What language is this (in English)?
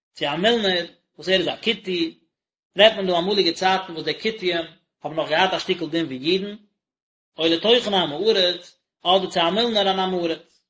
Yiddish